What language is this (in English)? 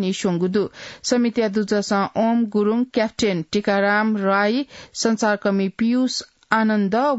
Newari